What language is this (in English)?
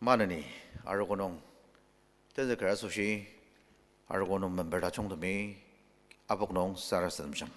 Ao Naga